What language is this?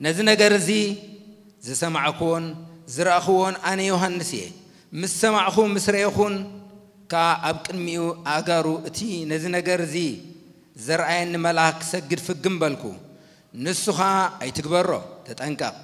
Tigrinya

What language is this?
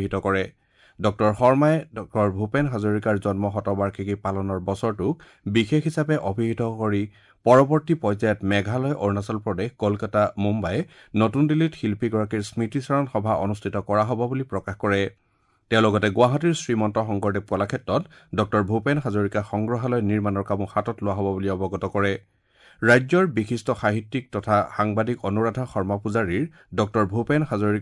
Assamese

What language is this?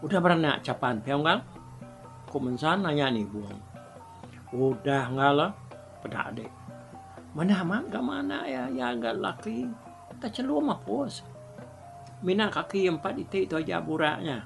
Iban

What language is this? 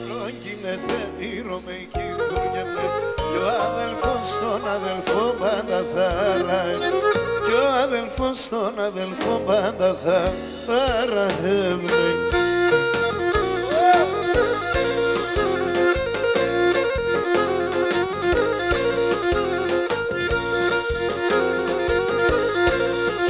Pontic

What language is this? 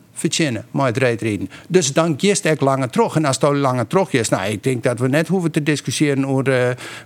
Western Frisian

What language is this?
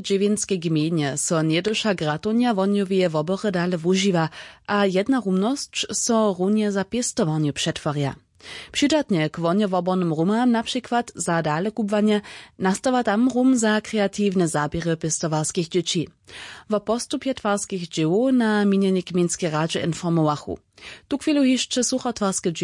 Upper Sorbian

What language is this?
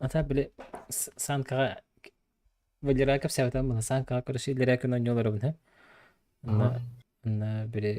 Yakut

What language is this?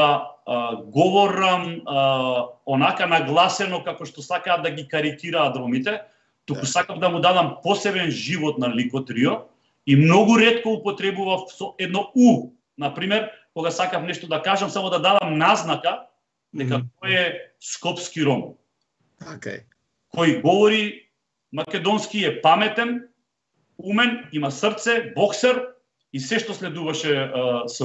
Macedonian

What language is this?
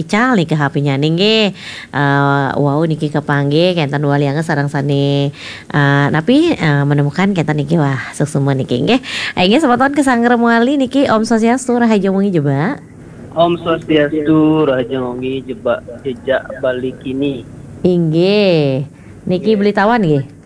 Balinese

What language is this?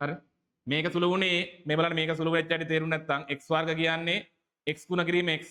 Sinhala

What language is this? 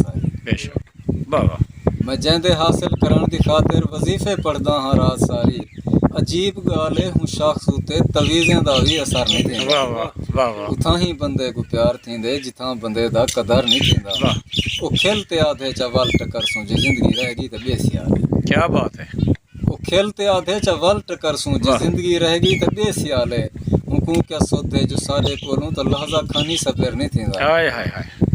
Saraiki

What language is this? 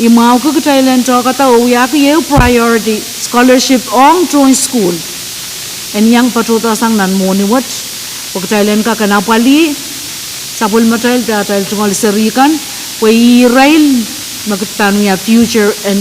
Pohnpeian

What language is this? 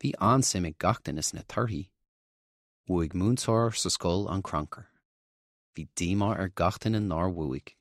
Irish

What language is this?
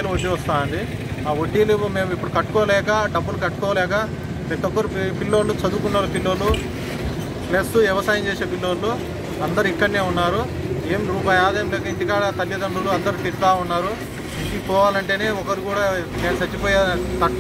Telugu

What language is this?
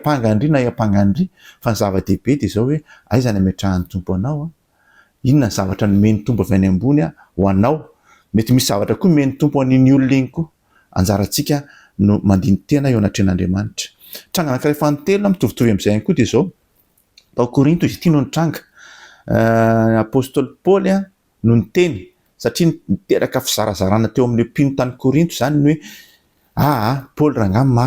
Malagasy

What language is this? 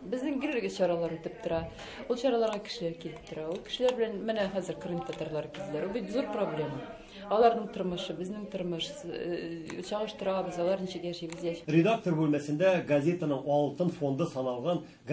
Tatar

